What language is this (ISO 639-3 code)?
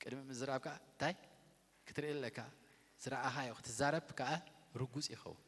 tir